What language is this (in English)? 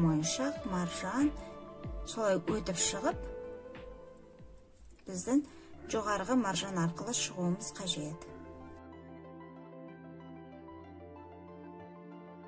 Kazakh